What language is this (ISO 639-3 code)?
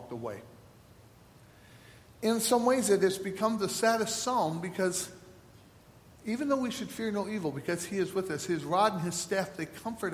eng